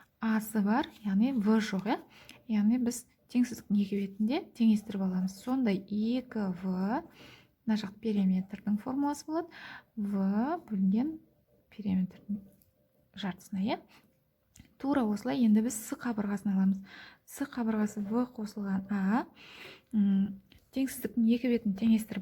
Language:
Kazakh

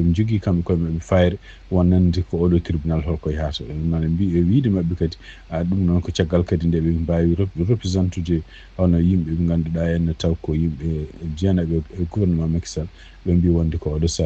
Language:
Fula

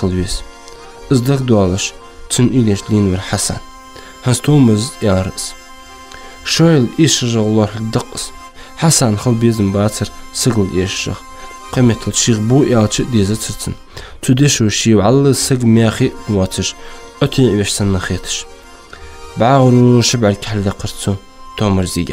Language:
Ingush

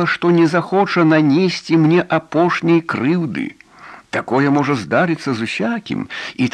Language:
Belarusian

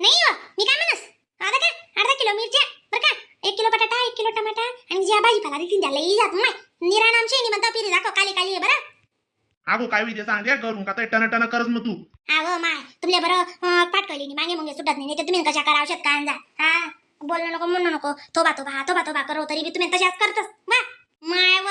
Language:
Khandesi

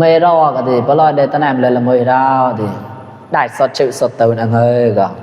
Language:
Mon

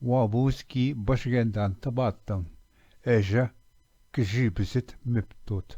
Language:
Ojibwa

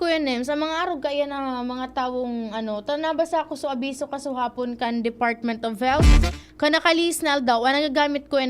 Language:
Bikol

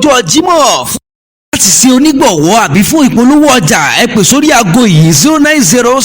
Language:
Yoruba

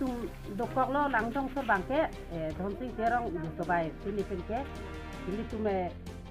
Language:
Karbi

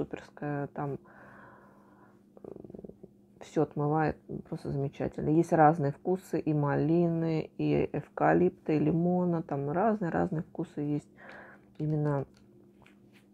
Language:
Russian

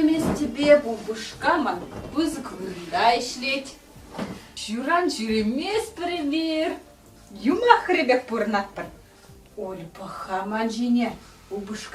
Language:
Chuvash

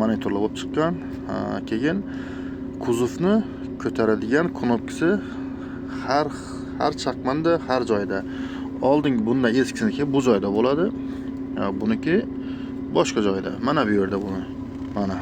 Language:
Uzbek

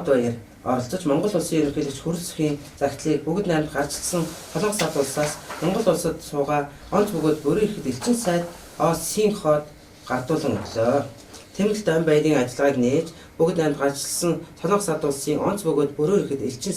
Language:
Mongolian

